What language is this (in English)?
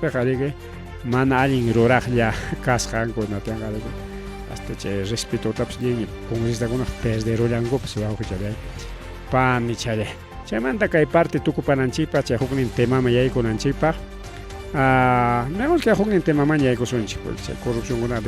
Ayacucho Quechua